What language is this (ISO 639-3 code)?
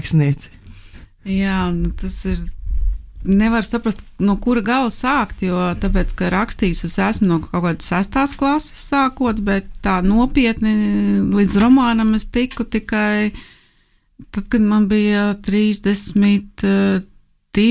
lav